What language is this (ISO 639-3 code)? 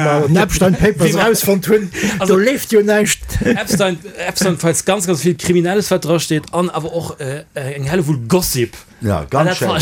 ltz